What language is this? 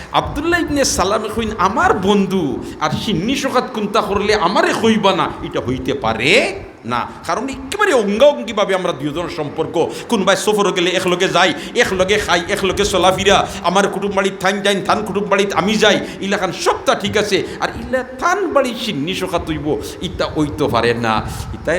Sylheti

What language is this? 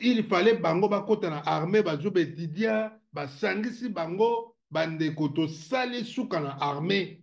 Lingala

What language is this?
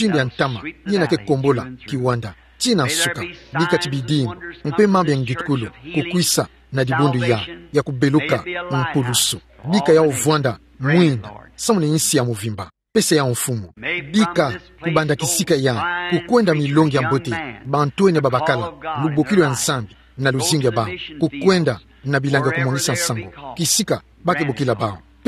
Kituba (Democratic Republic of Congo)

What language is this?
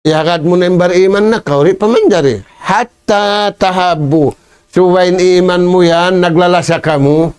Tausug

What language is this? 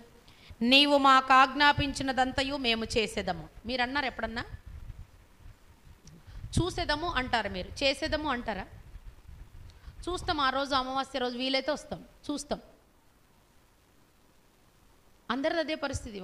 Telugu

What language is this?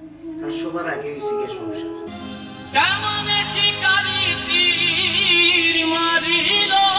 Sylheti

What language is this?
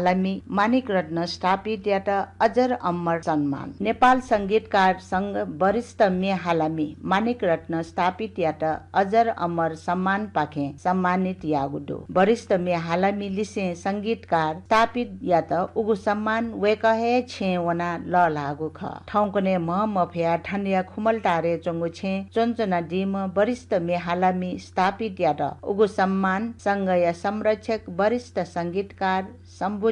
Newari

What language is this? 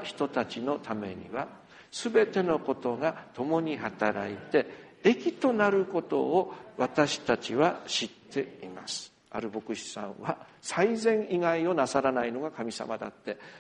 Japanese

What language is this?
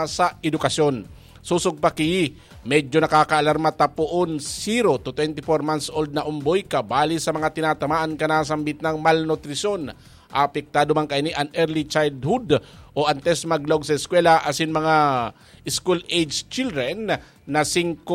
Bikol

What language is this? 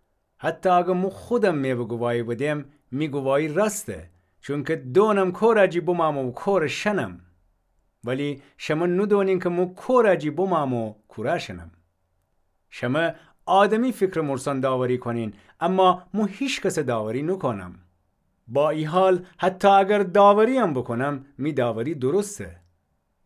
Gilaki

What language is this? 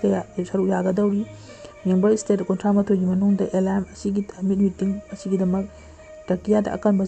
Manipuri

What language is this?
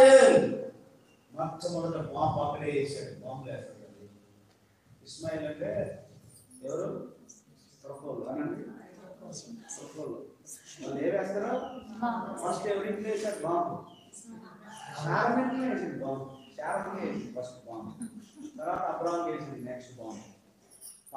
Telugu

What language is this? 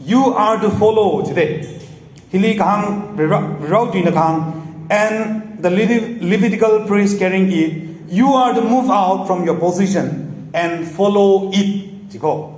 Tangkhul Naga (India)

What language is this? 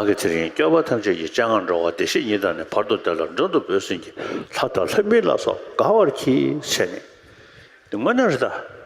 Tibetan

